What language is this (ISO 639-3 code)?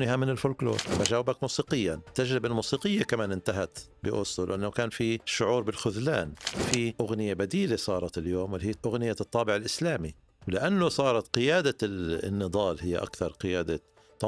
apc